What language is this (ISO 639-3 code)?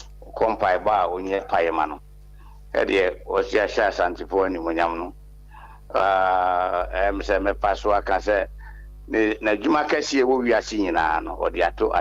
aka